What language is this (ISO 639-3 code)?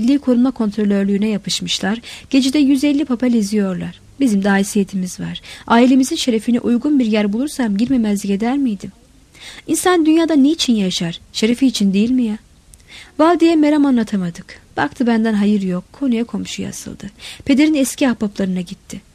tur